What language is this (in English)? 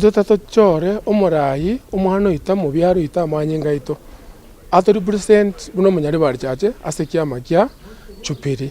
Gusii